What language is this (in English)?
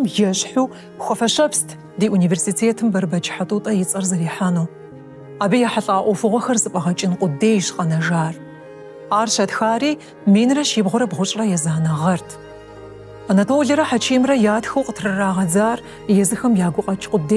Kabardian